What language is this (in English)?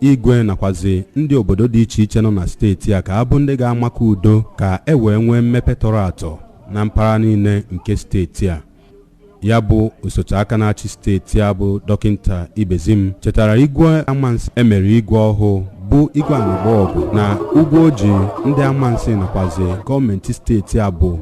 Igbo